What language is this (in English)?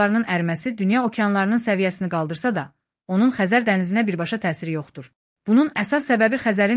Azerbaijani